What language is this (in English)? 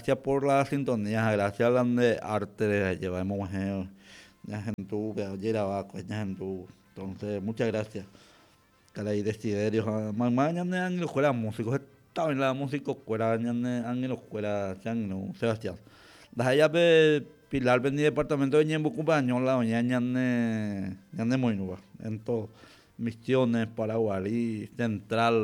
Guarani